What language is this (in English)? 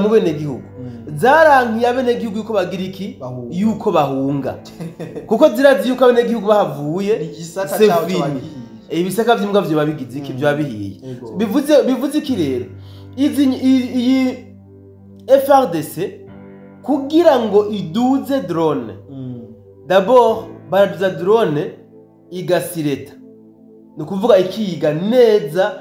Rundi